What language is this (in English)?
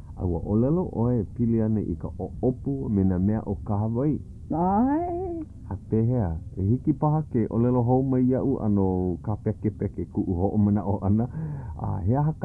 Hawaiian